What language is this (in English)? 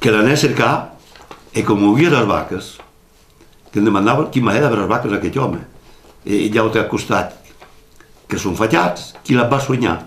Occitan